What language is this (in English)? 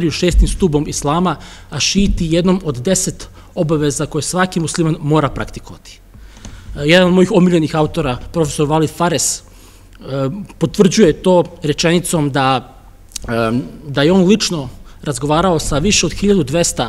Serbian